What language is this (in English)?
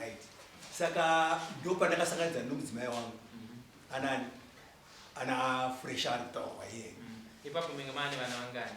Shona